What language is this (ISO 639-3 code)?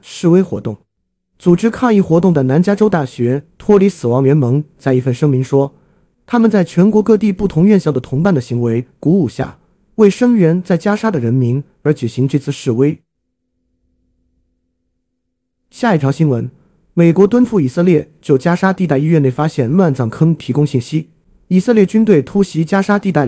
zho